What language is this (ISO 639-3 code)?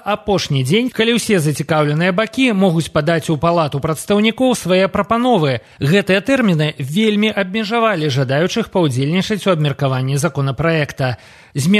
bel